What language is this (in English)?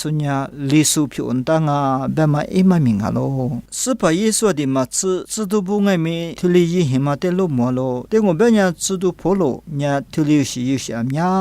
Lisu